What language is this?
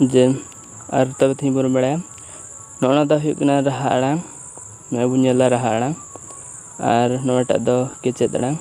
Santali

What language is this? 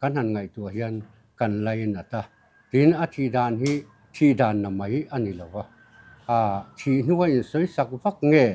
Mizo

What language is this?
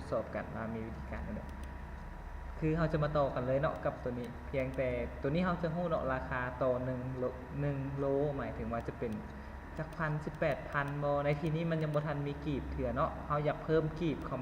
Lao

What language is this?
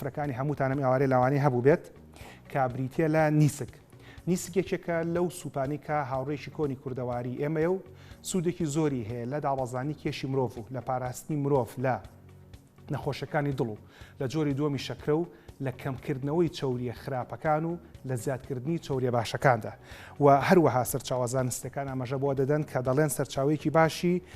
Central Kurdish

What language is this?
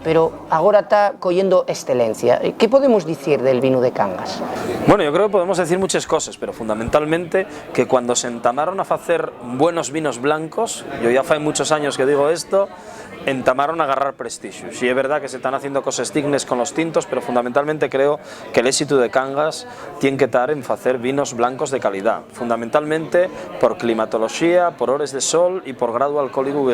Asturian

